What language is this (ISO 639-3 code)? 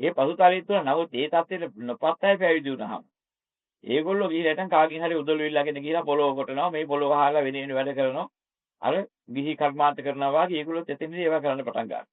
sin